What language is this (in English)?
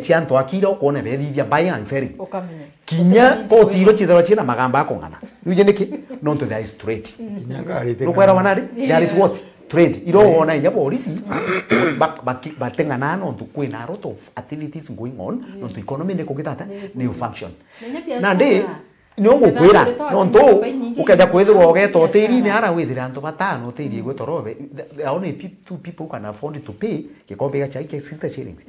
Meru